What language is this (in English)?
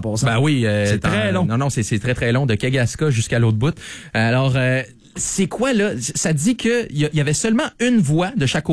French